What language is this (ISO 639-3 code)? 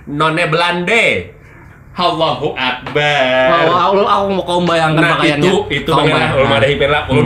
bjn